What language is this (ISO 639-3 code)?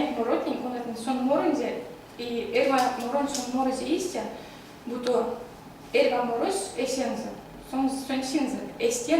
myv